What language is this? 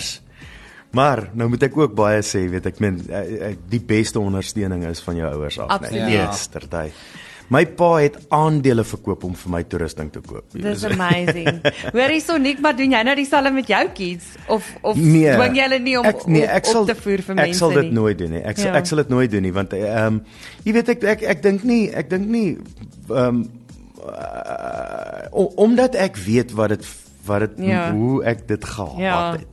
Afrikaans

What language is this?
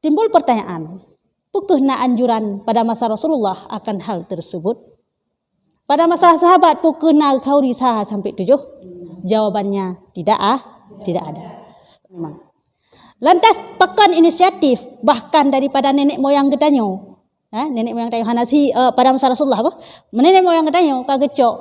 Achinese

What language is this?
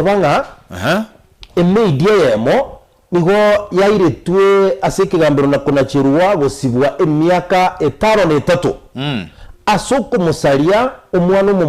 Gusii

